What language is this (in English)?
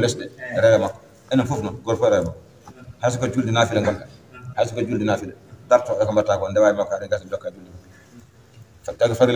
Fula